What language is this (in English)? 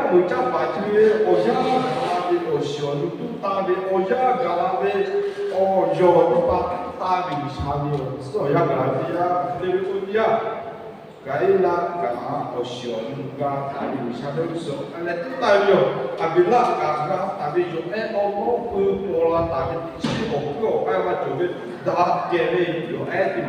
Lahu